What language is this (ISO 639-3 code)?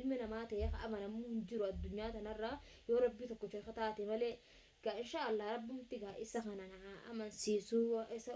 orm